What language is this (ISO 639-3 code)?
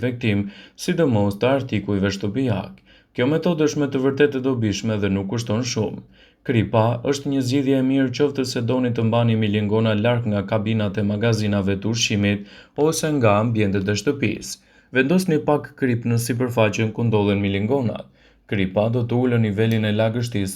sqi